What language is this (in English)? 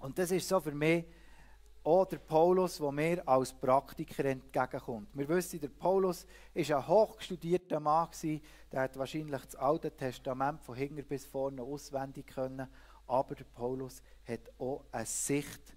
Swiss German